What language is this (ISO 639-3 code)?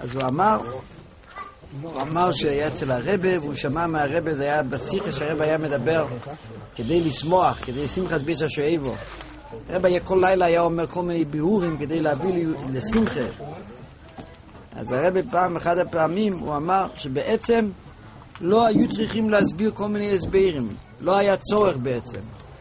heb